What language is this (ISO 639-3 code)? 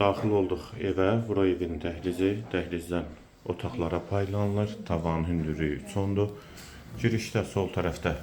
aze